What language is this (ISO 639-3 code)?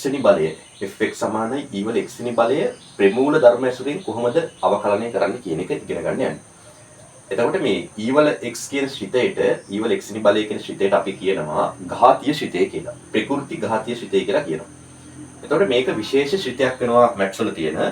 sin